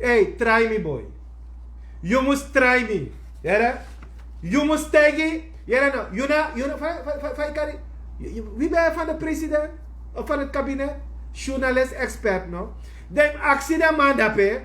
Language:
Sranan Tongo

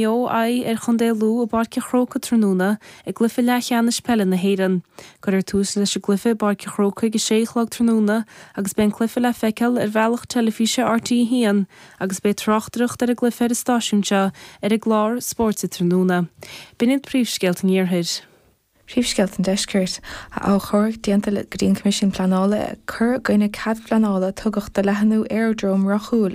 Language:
Irish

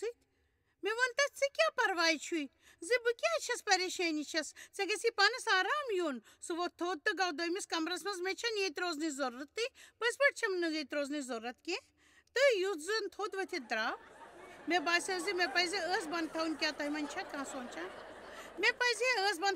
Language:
Kashmiri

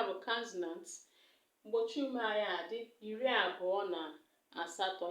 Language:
Igbo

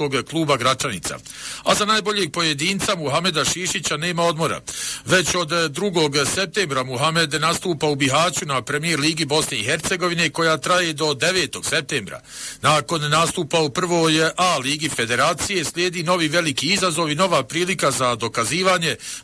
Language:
Bosnian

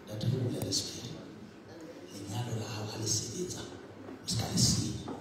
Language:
Southern Sotho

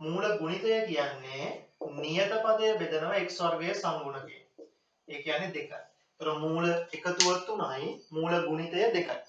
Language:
Sinhala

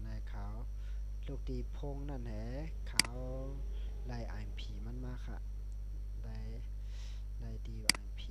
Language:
Shan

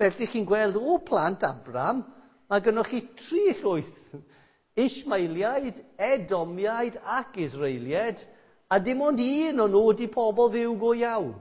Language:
Welsh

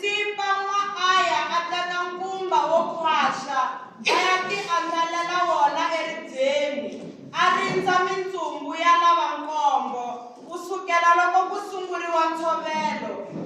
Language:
Tsonga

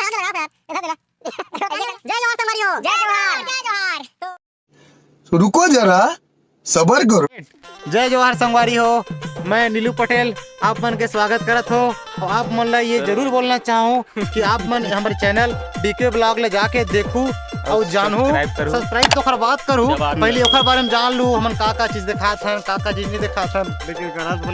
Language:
Chhattisgarhi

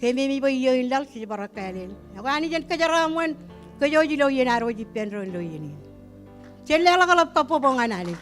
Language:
Marshallese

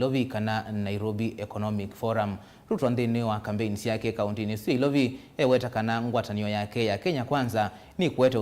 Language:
Kamba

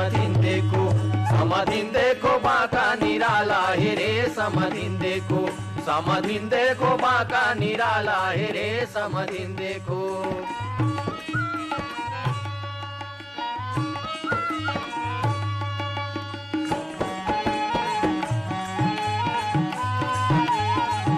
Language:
Chhattisgarhi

